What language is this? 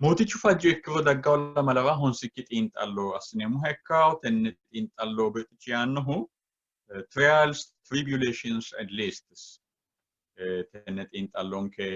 Sidamo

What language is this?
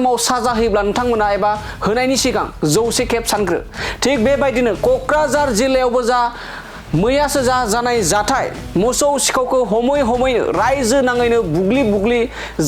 Bodo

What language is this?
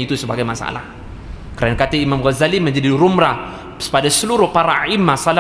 Malay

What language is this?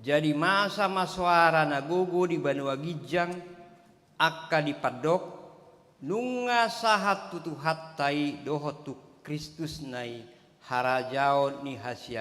Batak Toba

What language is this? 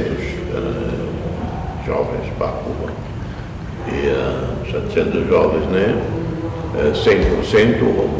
Tetum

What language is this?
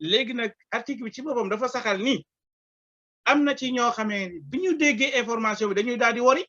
Wolof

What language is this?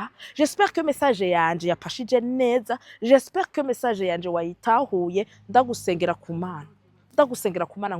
Rundi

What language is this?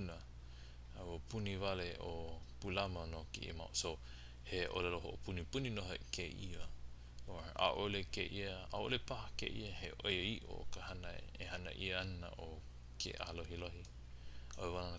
Hawaiian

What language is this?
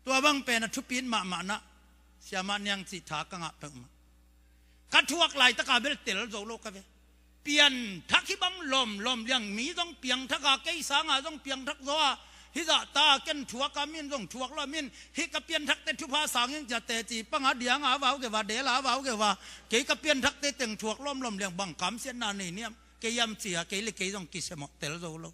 Tedim Chin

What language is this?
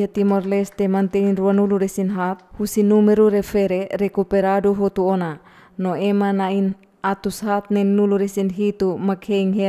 Tetum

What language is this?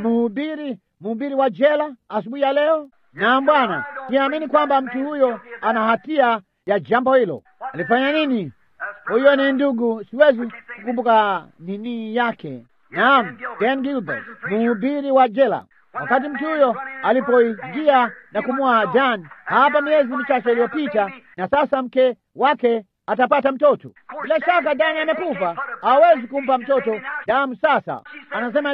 Swahili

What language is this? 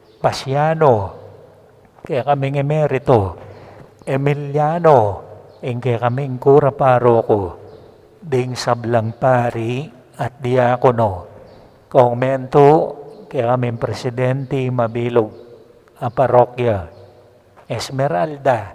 Pampanga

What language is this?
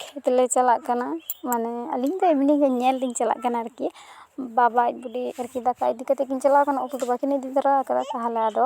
Santali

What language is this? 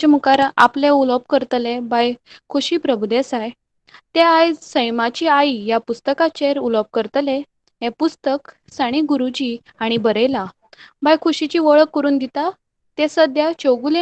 Konkani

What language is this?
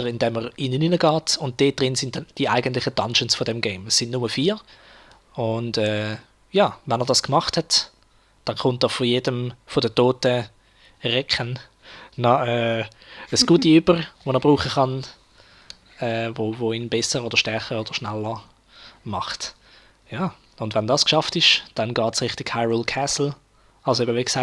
Swiss German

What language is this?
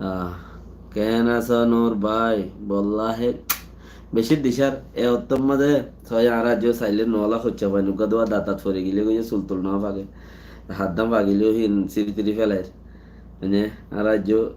Rohingya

